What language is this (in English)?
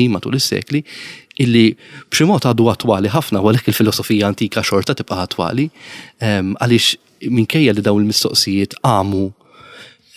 Maltese